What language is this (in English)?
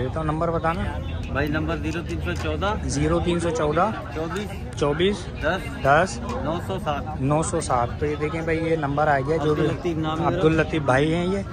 Hindi